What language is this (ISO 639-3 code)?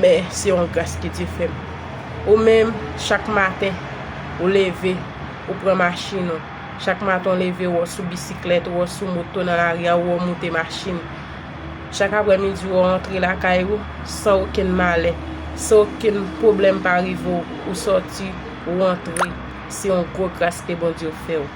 hat